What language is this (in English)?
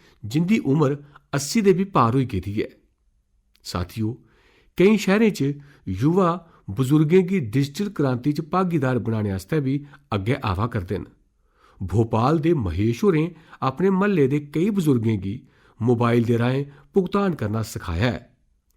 Dogri